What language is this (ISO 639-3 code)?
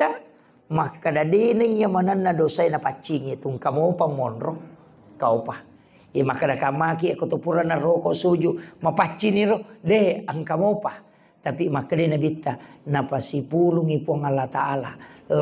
bug